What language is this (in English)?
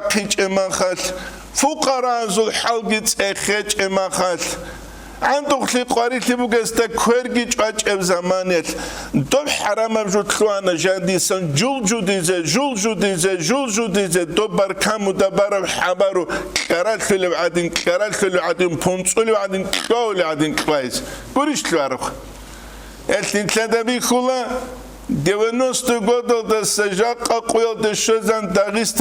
Avaric